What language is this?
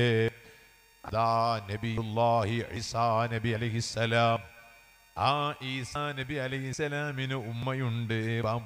Malayalam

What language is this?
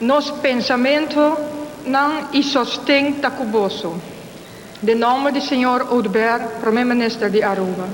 Papiamento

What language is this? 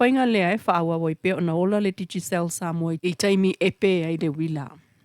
Samoan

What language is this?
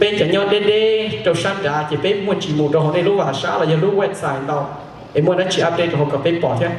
Hmong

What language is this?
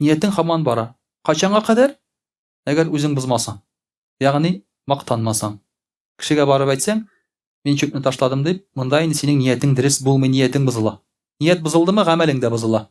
Tatar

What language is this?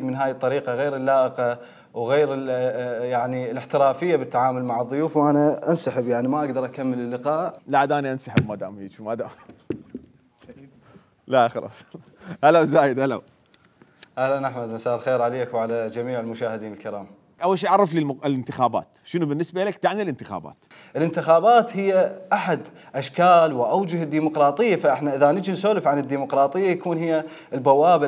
Mesopotamian Arabic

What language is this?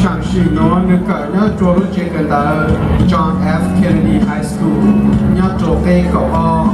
Hmong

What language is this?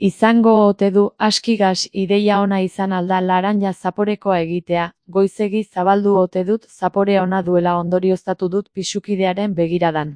Basque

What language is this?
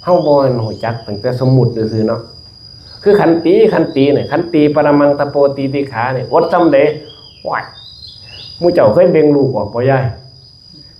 Northeastern Thai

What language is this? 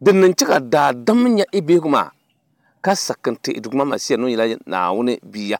Dagbani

